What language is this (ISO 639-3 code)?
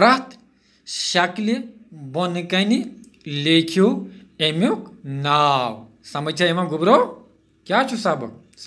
kas